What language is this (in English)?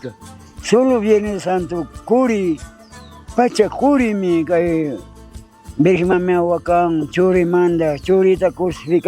Chimborazo Highland Quichua